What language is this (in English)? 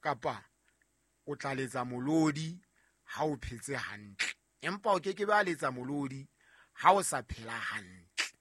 Southern Sotho